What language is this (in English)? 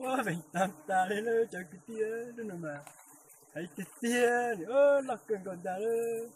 Hmong